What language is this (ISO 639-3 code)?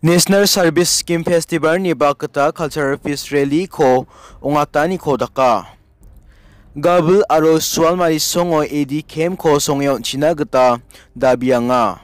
grt